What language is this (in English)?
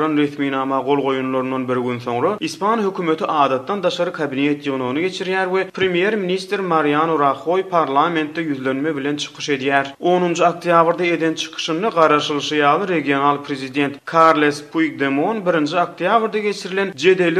Turkmen